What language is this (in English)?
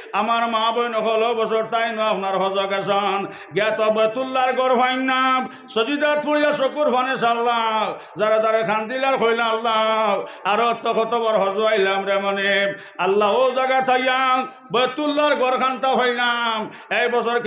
Sylheti